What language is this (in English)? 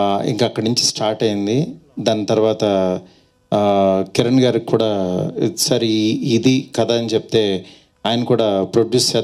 Telugu